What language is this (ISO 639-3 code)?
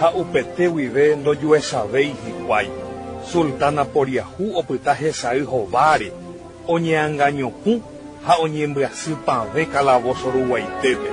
grn